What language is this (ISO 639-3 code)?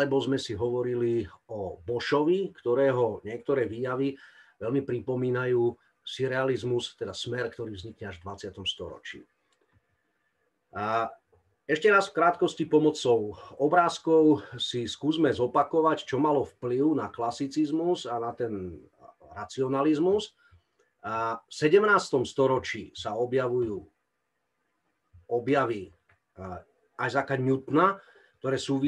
slk